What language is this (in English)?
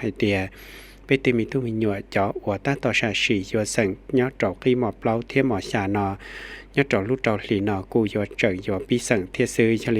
Hmong